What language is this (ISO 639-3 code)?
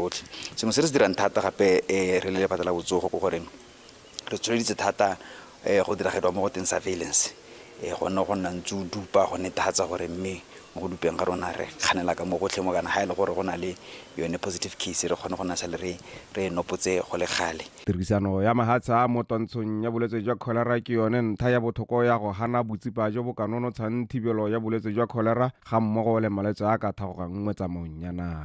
tsn